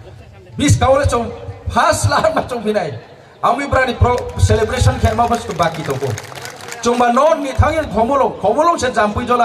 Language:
Riang (India)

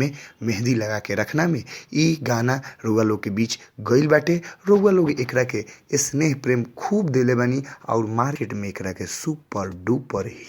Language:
Bhojpuri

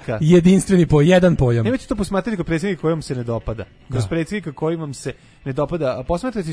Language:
Serbian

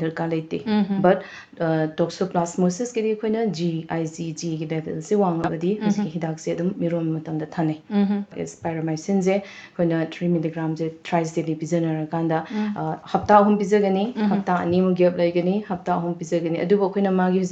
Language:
Manipuri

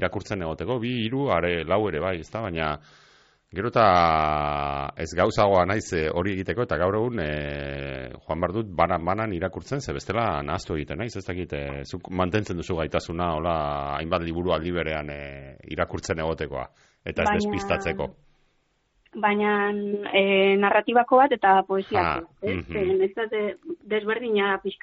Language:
Basque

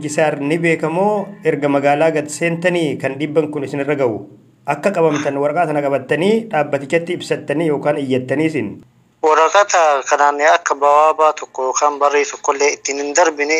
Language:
Oromo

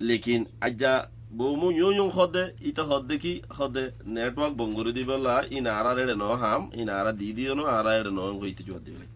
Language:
Rohingya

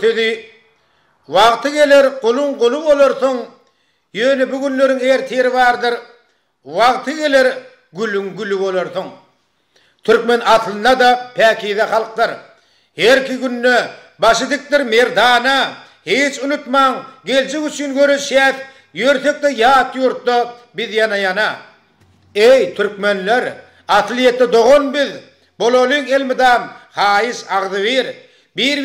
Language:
Turkmen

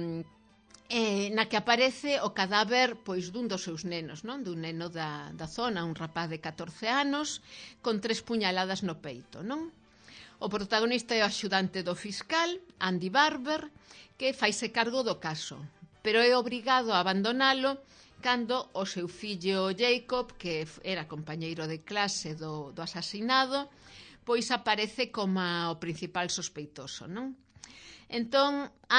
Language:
Galician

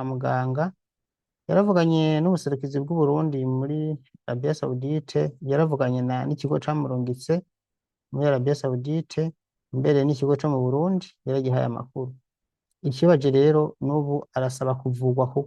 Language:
Rundi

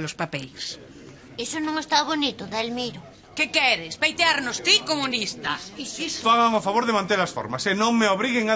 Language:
Galician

